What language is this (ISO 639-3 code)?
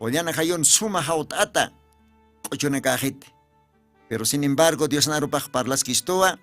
aym